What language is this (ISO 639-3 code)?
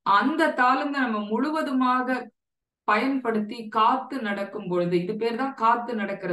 tam